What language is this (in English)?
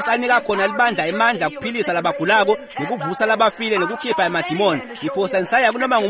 Swati